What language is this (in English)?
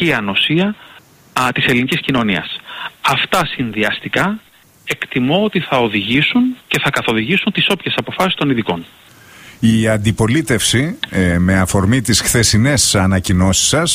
Greek